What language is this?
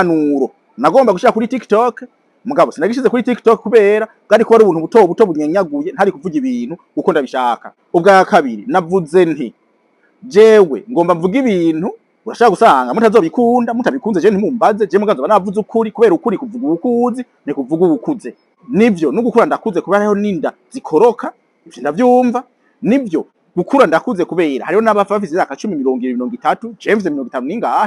Rundi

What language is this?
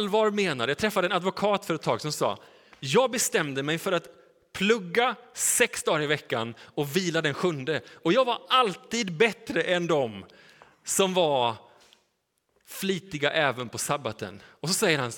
Swedish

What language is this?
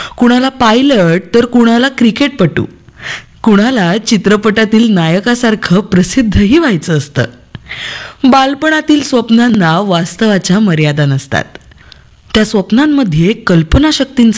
Marathi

